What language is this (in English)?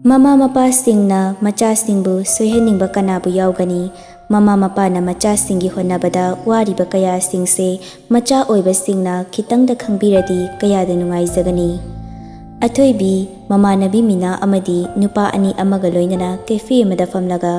Manipuri